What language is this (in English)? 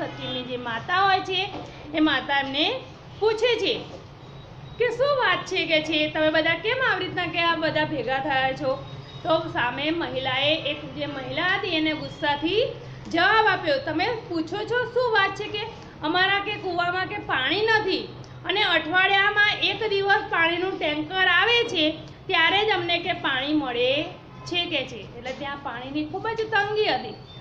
Gujarati